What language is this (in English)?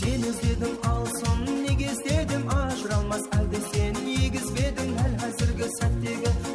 Kara-Kalpak